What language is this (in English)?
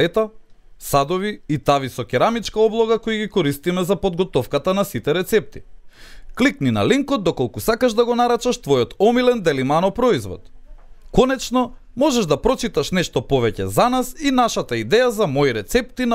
Macedonian